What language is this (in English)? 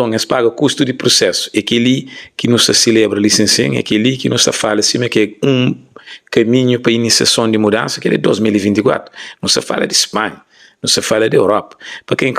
Kabuverdianu